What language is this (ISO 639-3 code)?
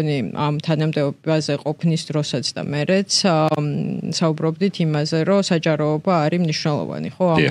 kat